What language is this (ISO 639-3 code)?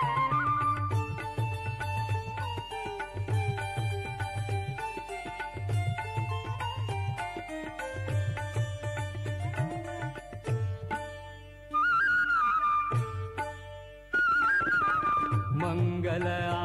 kok